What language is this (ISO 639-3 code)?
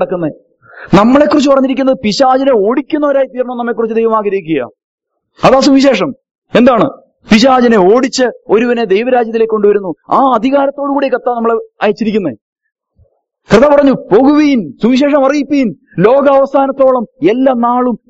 mal